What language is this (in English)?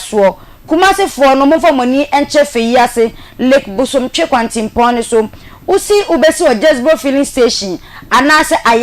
Akan